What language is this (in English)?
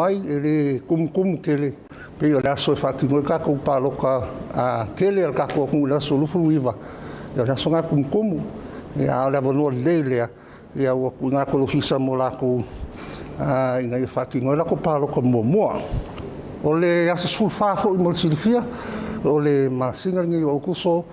Samoan